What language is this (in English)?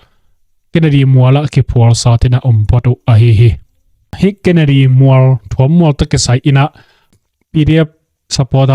Tedim Chin